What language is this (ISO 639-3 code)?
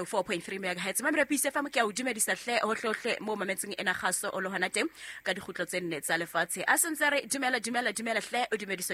sot